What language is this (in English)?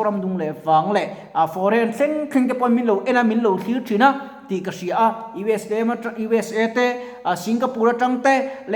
Mizo